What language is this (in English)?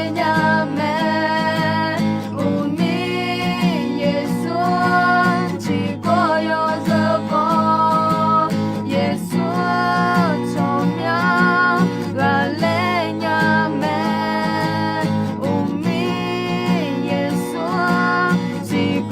Akha